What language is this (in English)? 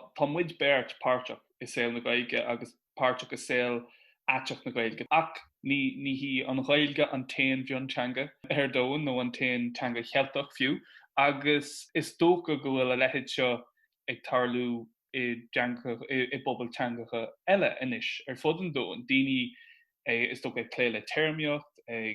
Irish